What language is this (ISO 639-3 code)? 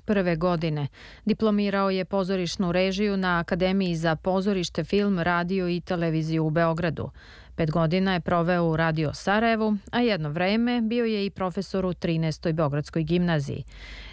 srp